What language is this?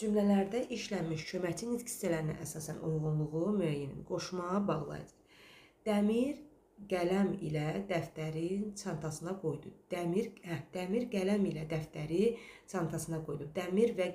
Azerbaijani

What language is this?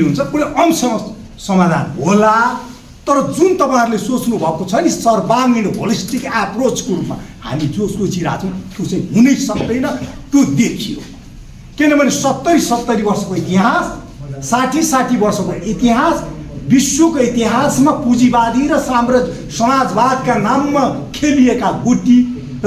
Nepali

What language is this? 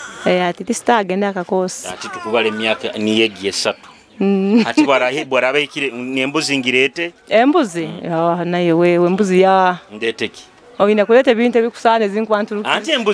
Nyoro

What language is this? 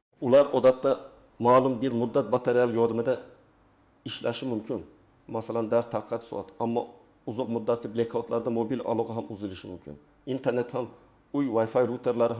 Uzbek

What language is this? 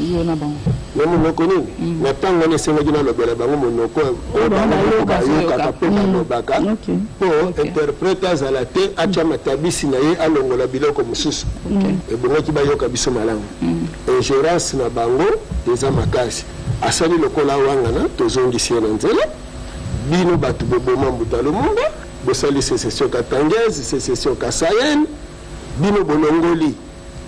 Lingala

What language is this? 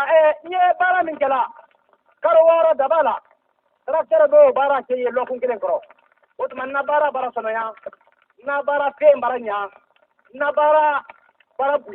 Bambara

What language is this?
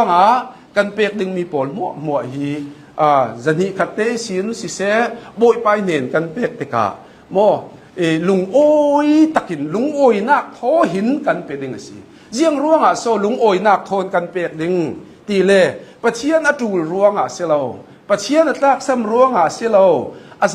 Hakha Chin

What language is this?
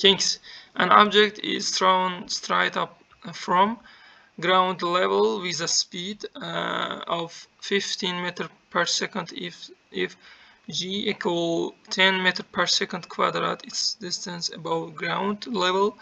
Uzbek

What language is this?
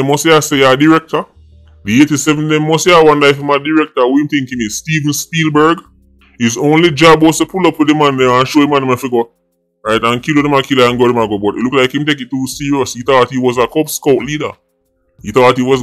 Jamaican Creole English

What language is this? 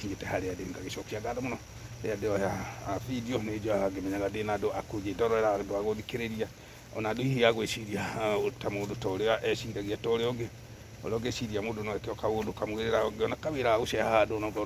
Kikuyu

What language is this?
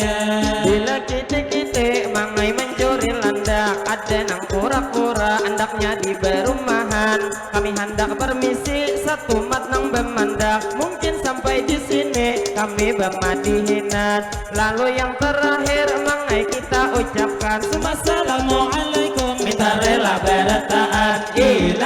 Banjar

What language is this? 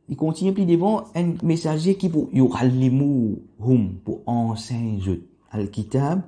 Morisyen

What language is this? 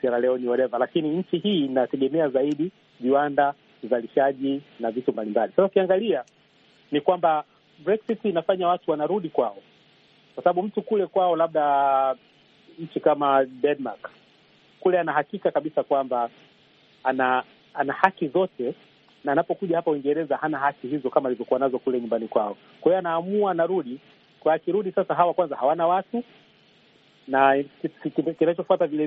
Swahili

